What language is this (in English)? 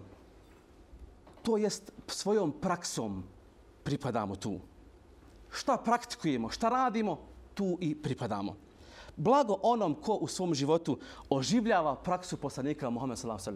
Bosnian